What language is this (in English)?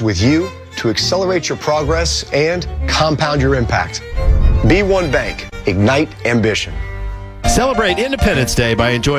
English